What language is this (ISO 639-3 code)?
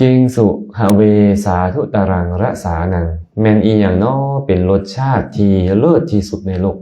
lao